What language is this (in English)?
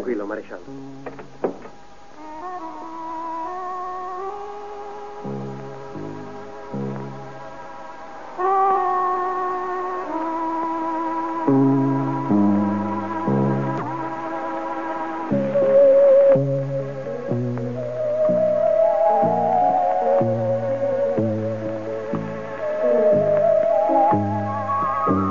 Italian